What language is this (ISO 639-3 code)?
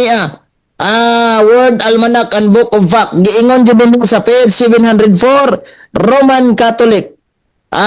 ceb